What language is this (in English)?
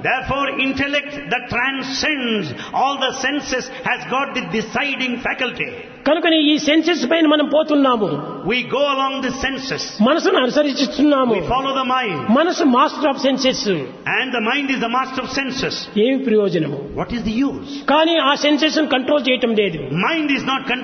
Telugu